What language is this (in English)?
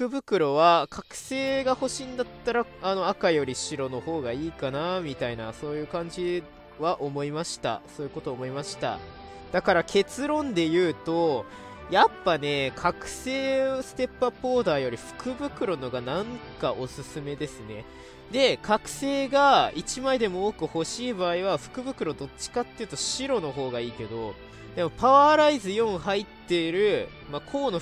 Japanese